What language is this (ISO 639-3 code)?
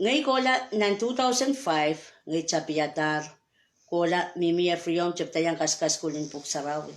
pon